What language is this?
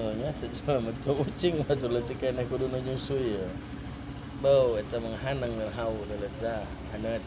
Sundanese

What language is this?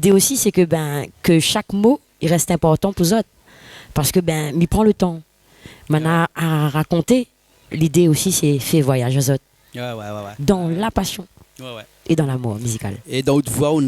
Réunion Creole French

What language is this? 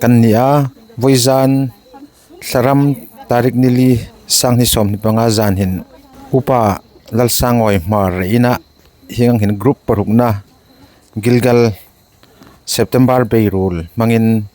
Hmar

